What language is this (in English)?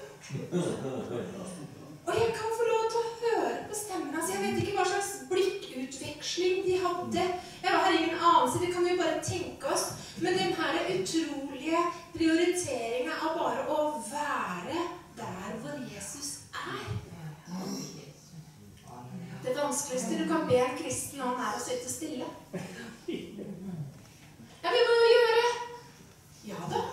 Norwegian